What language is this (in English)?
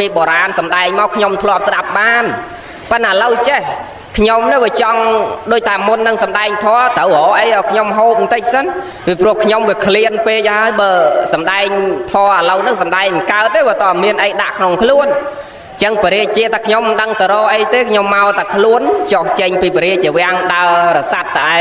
Khmer